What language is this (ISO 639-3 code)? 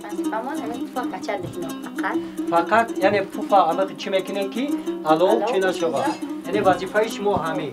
tgk